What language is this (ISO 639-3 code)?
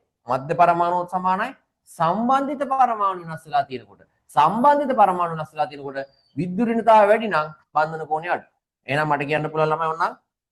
sin